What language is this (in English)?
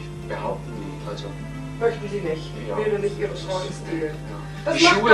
German